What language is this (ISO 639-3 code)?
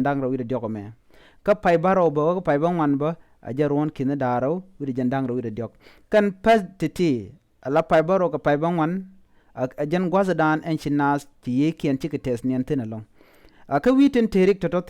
nus